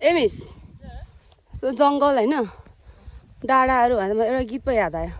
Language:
Nepali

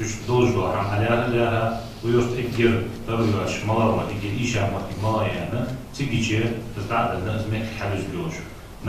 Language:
Ingush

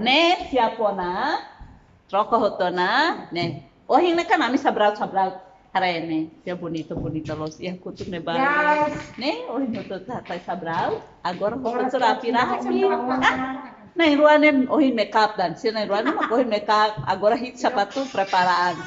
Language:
Tetum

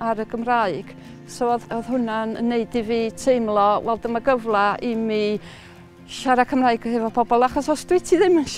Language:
Welsh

